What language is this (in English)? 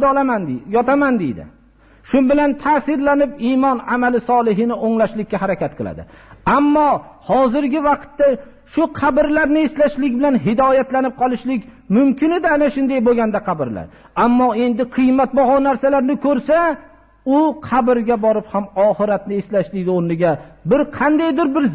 Uzbek